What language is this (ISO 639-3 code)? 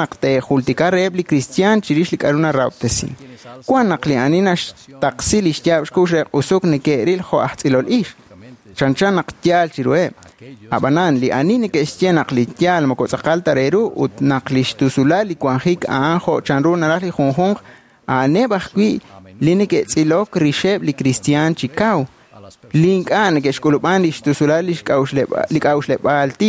kek